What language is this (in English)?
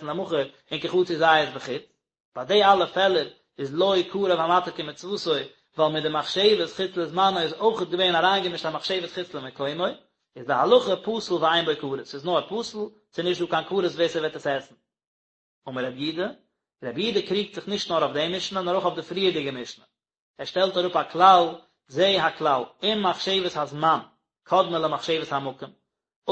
Yiddish